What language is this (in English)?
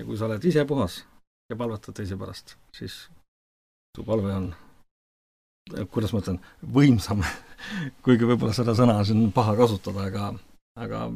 Estonian